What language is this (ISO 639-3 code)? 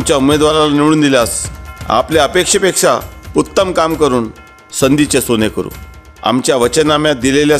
mar